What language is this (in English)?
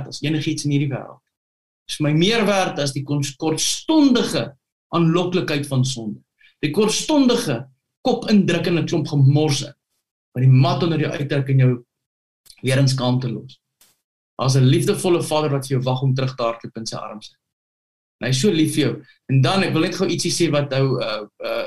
Afrikaans